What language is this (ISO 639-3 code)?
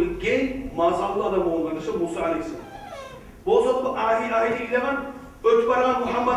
kum